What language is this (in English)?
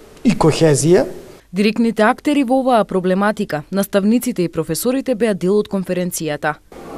Macedonian